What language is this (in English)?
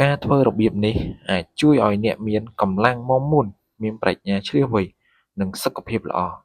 Khmer